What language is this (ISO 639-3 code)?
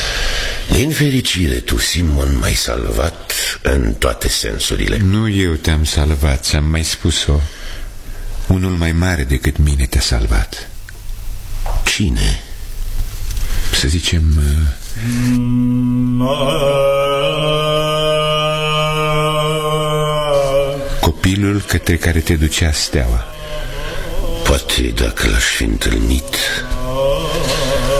ron